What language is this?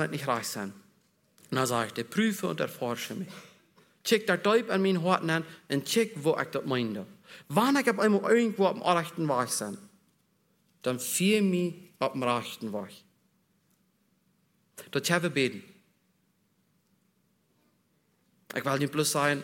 German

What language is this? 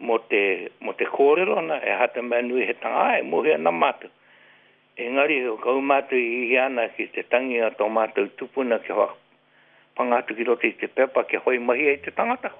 Māori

